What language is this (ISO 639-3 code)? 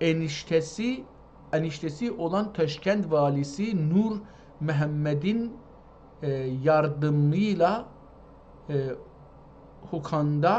azb